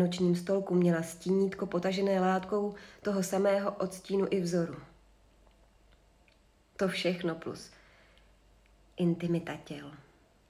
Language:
Czech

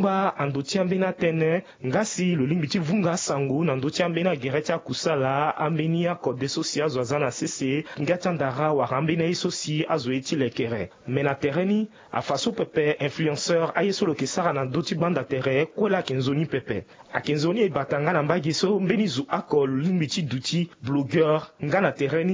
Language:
Sango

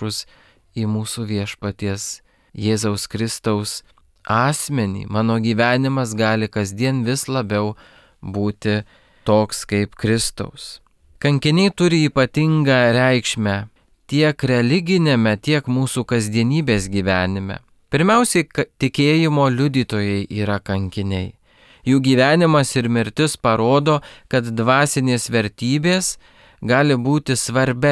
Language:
Lithuanian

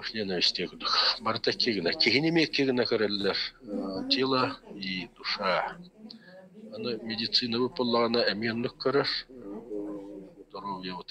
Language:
Yakut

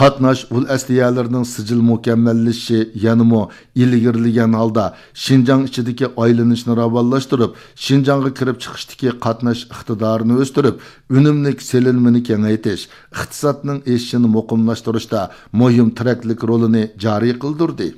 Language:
Uyghur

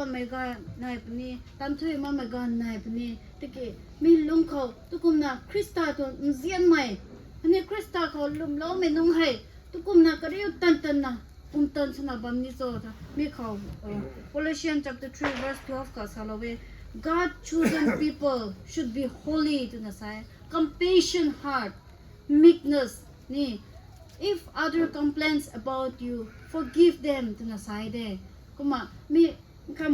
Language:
Rongmei Naga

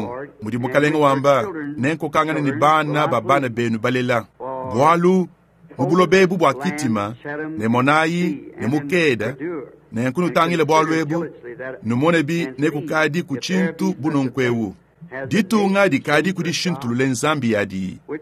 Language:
Luba-Lulua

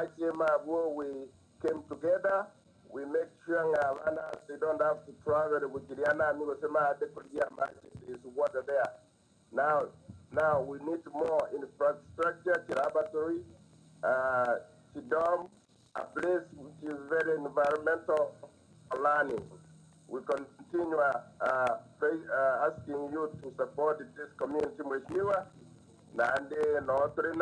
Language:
Gusii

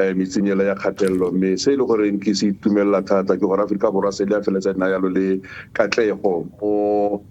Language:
Tswana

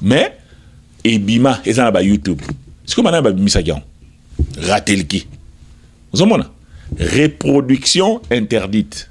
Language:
Lingala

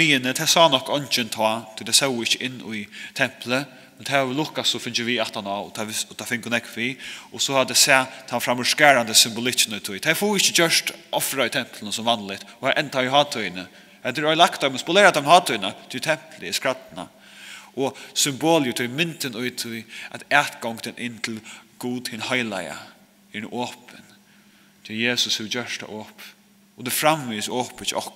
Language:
Faroese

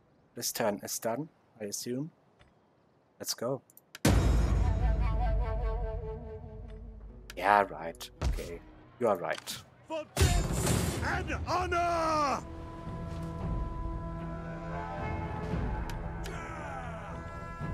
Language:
English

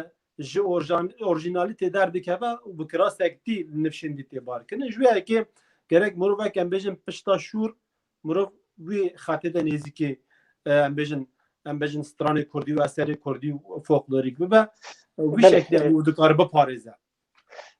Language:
Kurdish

